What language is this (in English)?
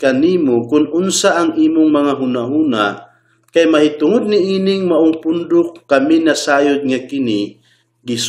Cebuano